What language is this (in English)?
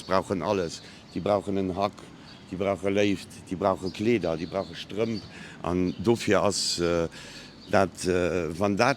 Luxembourgish